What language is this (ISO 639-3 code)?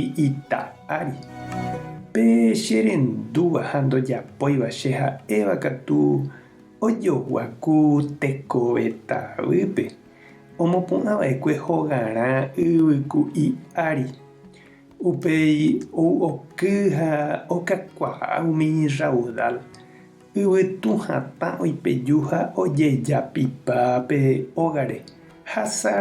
grn